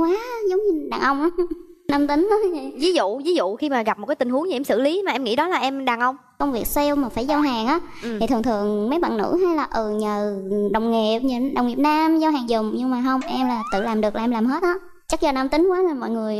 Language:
Vietnamese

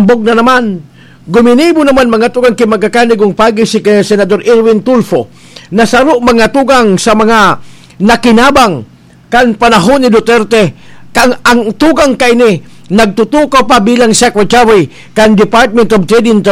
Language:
Bikol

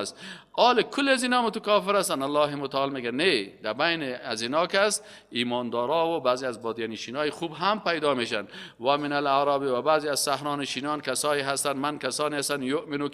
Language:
Persian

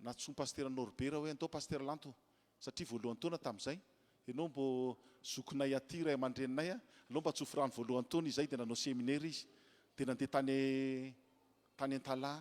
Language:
Malagasy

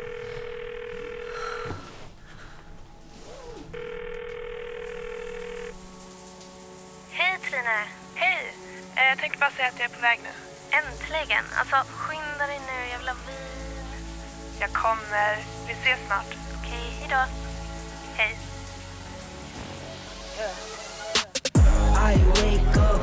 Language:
Swedish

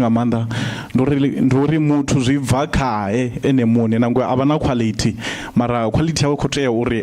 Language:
Venda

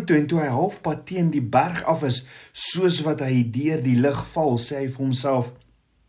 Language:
Afrikaans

